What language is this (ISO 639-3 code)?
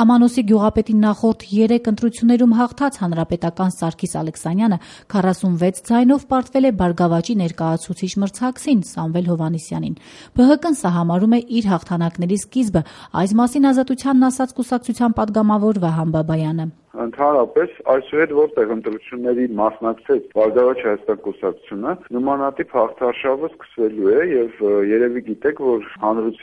hye